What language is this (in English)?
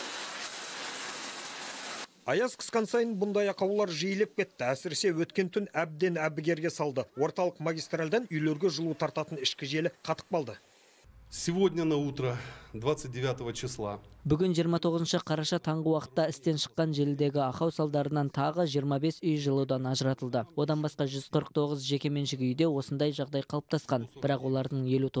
Kazakh